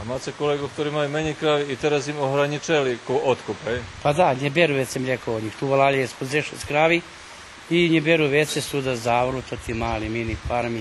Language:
Rusyn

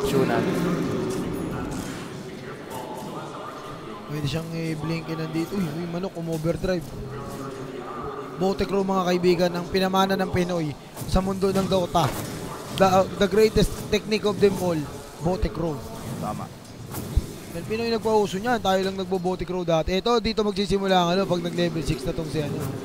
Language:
Filipino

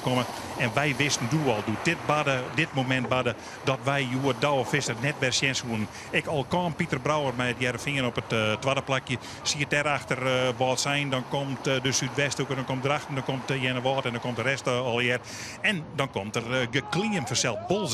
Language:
Western Frisian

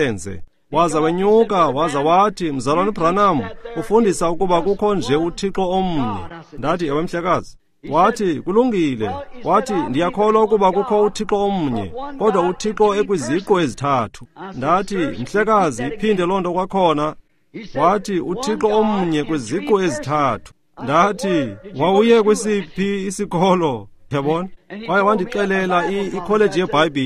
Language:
Xhosa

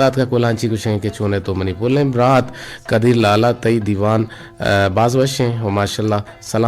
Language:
Eastern Balochi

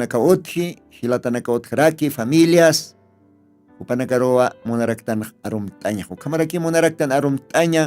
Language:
Aymara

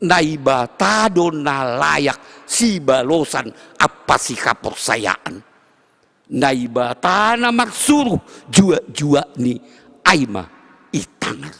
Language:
Batak Simalungun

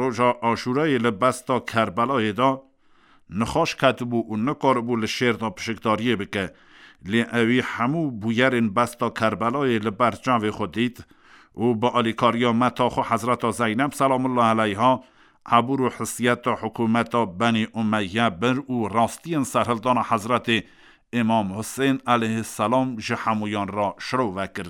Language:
Kurdish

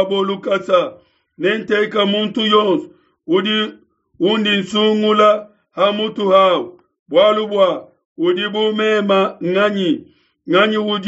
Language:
Luba-Lulua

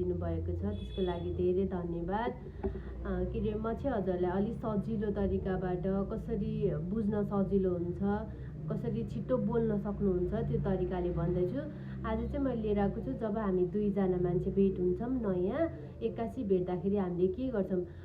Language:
Nepali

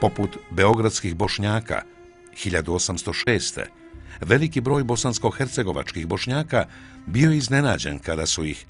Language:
Bosnian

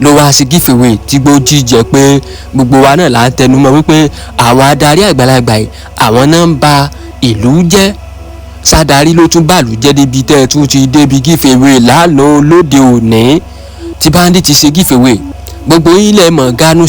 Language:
Yoruba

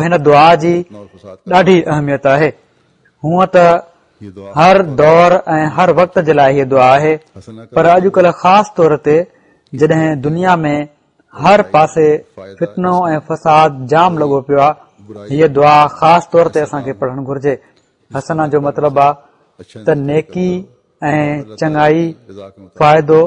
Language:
Sindhi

